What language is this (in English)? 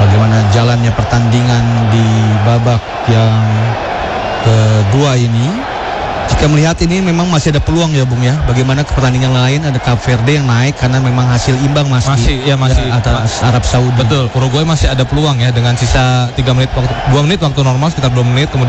Indonesian